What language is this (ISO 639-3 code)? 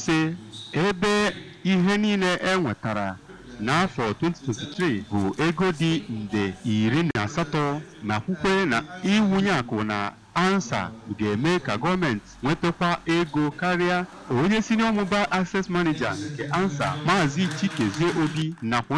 ibo